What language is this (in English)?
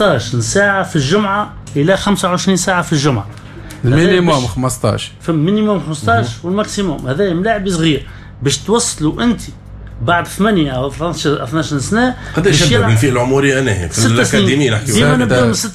Tunisian Arabic